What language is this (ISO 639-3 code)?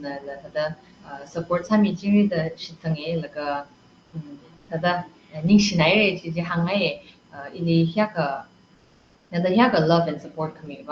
nmf